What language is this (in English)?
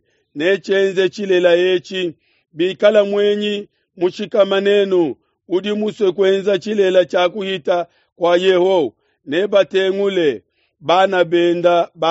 Luba-Lulua